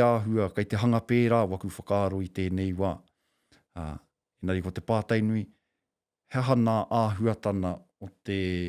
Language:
Māori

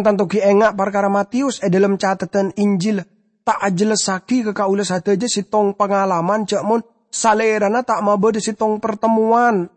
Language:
Madurese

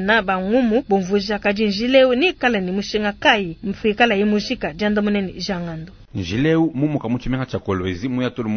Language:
Luba-Lulua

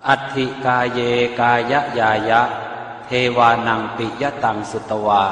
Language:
Pali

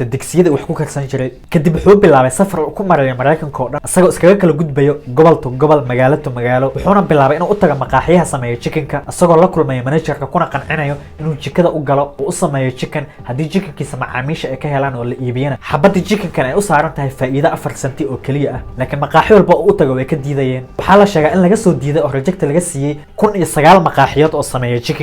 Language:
Somali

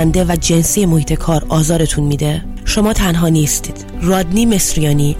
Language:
Persian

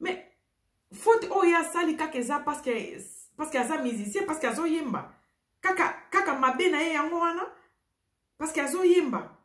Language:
Lingala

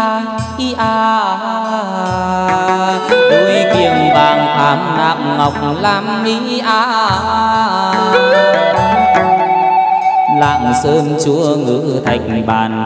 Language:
Vietnamese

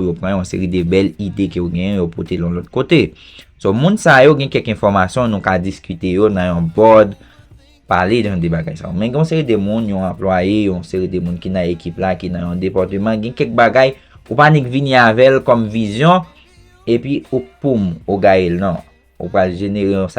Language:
Haitian Creole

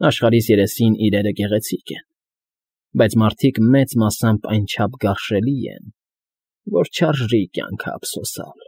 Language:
Armenian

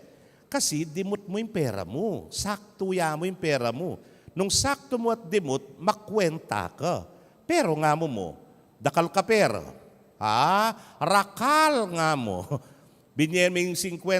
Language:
Pampanga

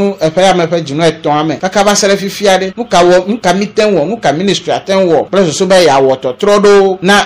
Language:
Ewe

